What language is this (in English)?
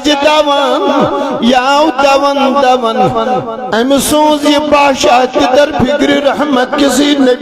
Kashmiri